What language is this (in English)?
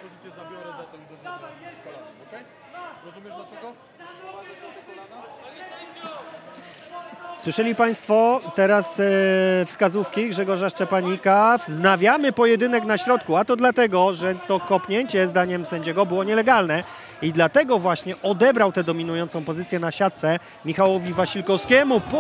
Polish